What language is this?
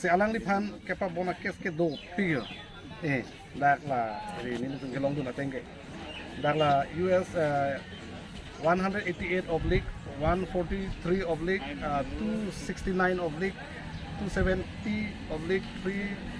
Karbi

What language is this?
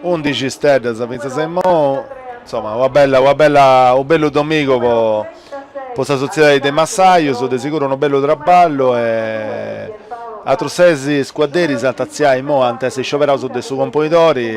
Sardinian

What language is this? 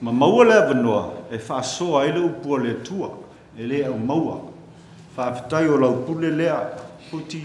Samoan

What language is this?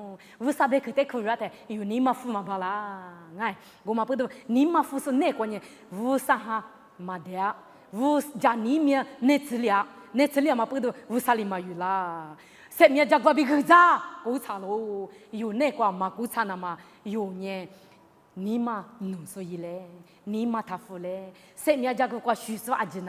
Lisu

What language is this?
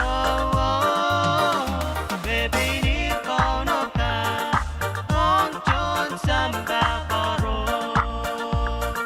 Pohnpeian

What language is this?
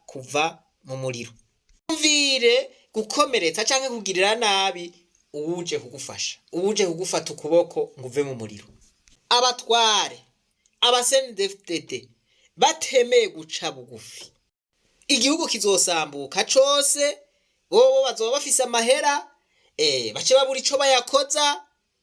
Rundi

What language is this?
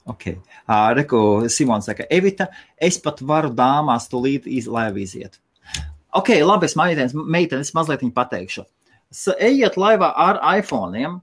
Latvian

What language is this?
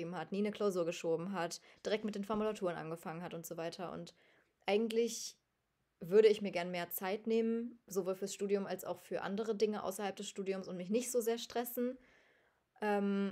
German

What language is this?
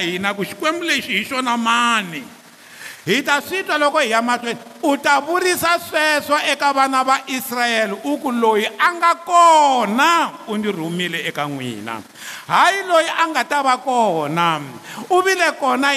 Tsonga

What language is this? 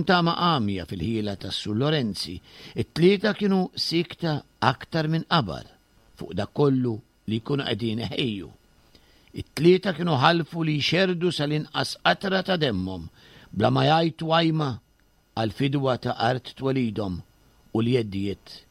Maltese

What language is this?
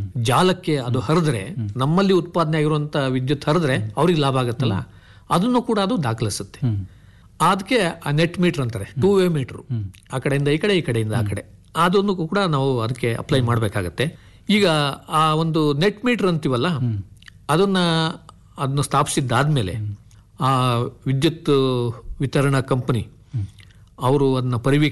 Kannada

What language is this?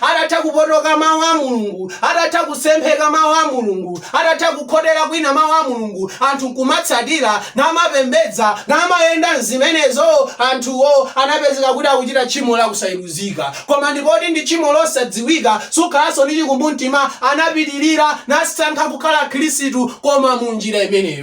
Nyanja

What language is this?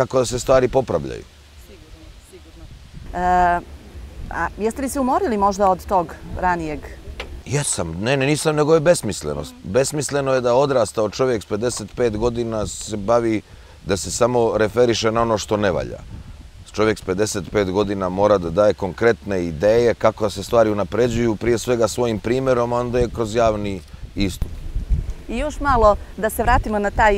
Serbian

